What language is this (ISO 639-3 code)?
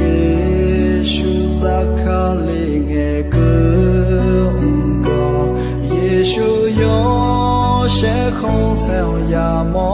ahk